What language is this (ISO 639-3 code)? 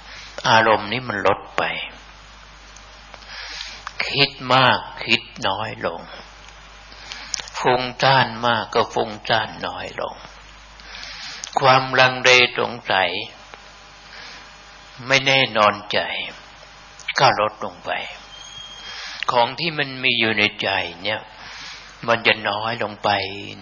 tha